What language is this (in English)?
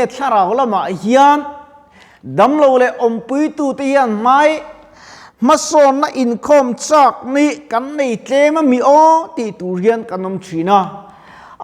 Mizo